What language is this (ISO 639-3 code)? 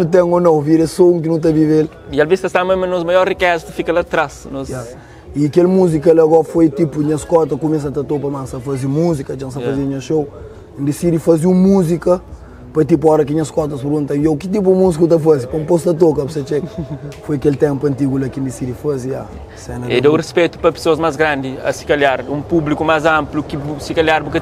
kea